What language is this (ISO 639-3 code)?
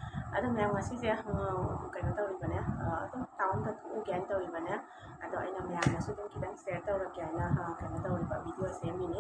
mni